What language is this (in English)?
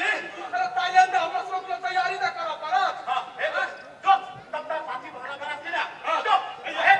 Maithili